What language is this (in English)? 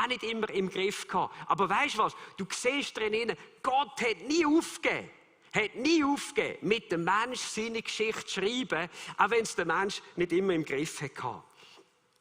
Swiss German